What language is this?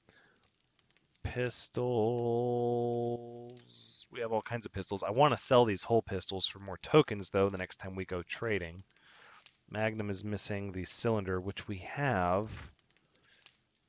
English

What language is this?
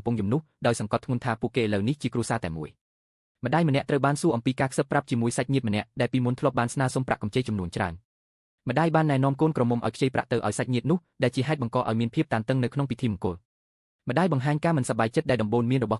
Khmer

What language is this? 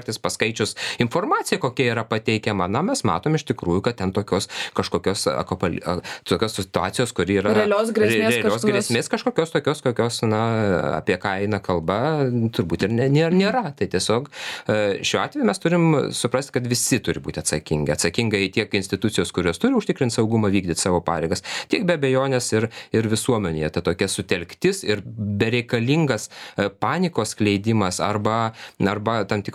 Lithuanian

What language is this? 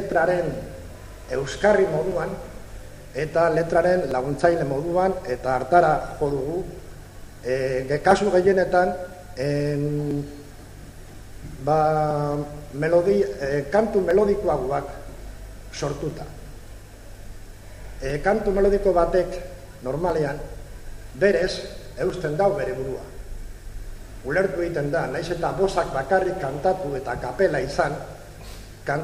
Basque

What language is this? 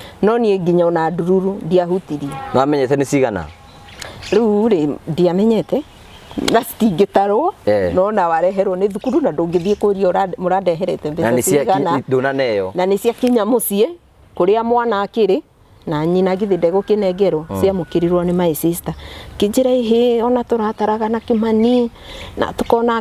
Kikuyu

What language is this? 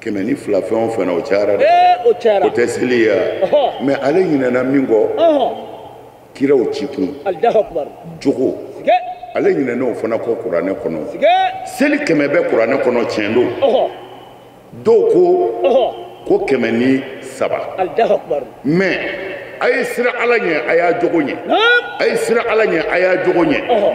Bambara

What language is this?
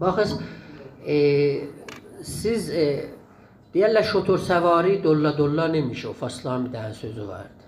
South Azerbaijani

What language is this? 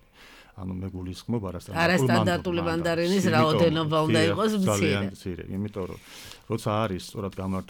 Georgian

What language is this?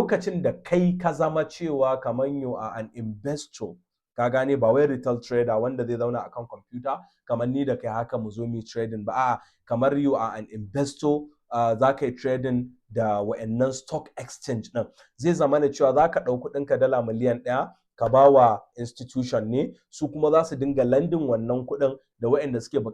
Hausa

